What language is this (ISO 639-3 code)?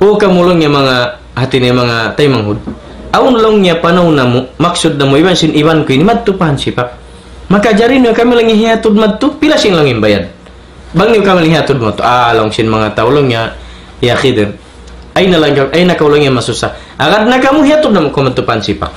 tsg